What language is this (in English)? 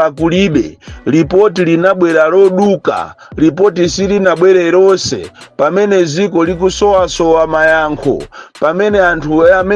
Nyanja